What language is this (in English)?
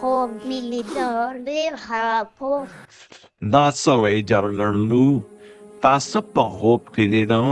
Pashto